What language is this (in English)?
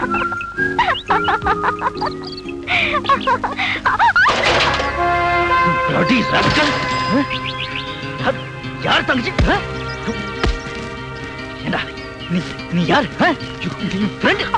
Tamil